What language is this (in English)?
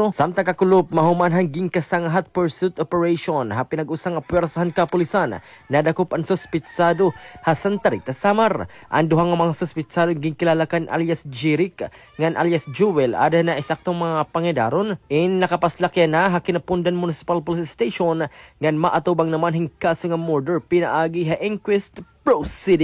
Waray